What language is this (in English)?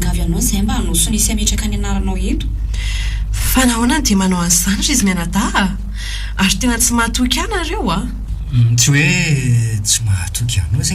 Malagasy